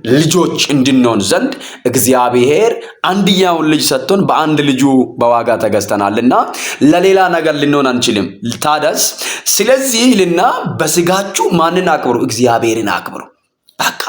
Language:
Amharic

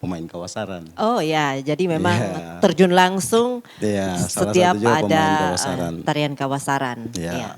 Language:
Manado Malay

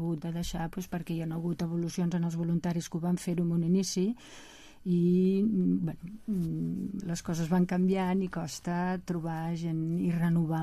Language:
Catalan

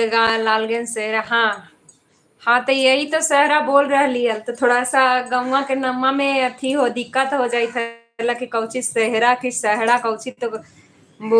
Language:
Magahi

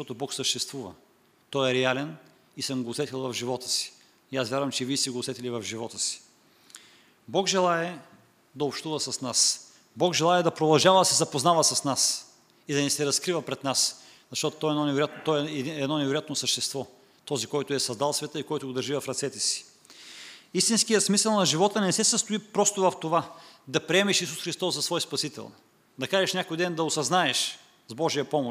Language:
Bulgarian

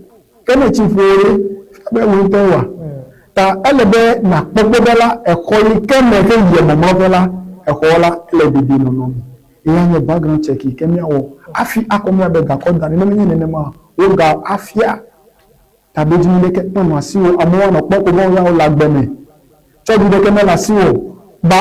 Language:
Ewe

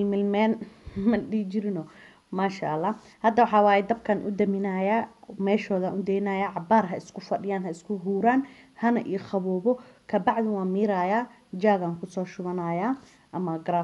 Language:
Somali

